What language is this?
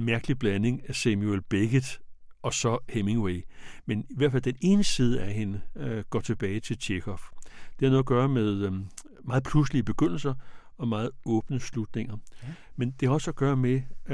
Danish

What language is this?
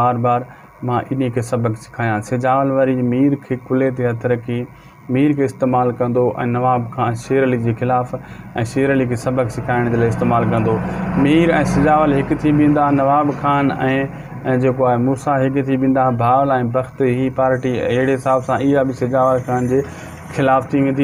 Sindhi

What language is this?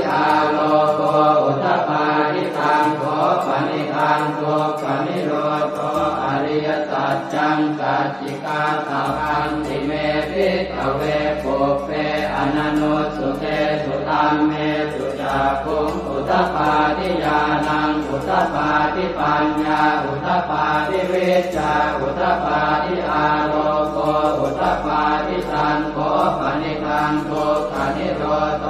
Pali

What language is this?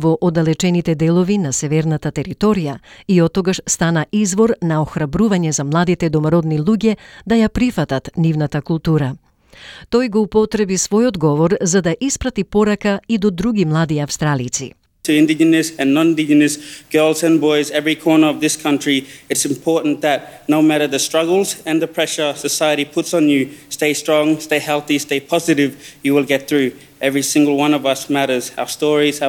Macedonian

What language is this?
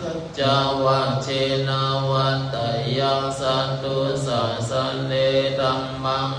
Pali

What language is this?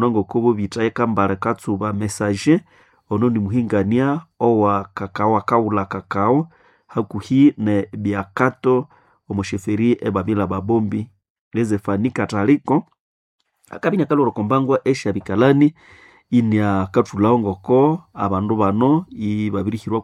Nande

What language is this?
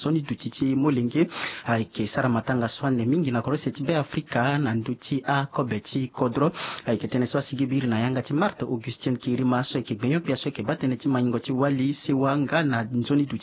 Sango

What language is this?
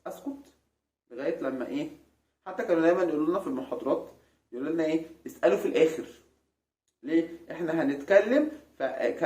Egyptian Arabic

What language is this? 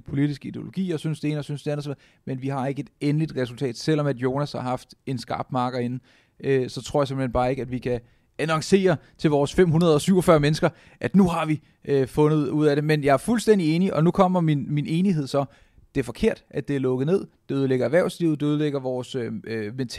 Danish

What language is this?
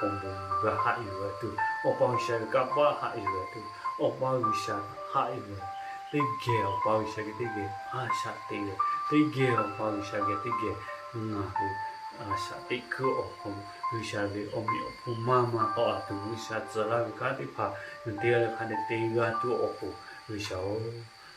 Lahu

